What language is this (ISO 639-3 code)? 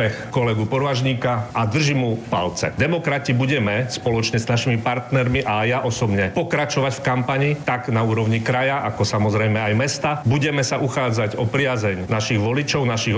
slk